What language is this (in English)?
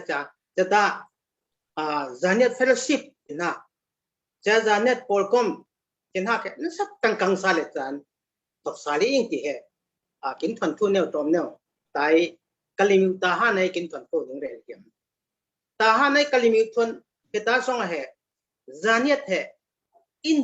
Falam Chin